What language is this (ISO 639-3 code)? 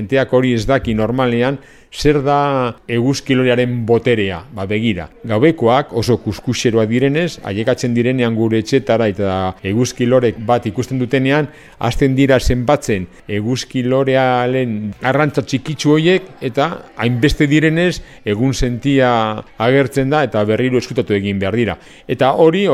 eus